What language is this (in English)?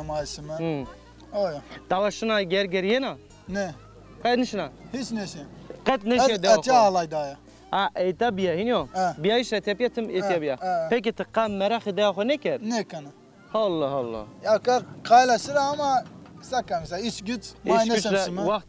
Zaza